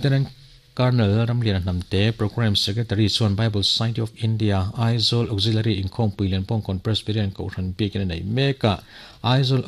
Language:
Mizo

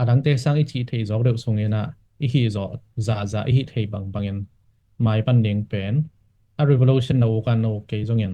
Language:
Tedim Chin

